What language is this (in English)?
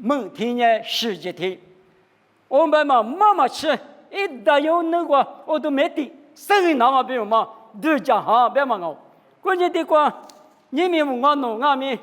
Lisu